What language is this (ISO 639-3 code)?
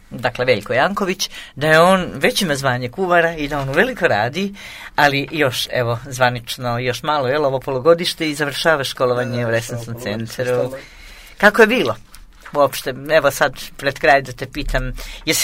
srp